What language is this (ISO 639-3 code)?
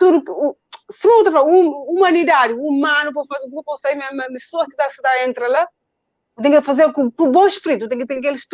kea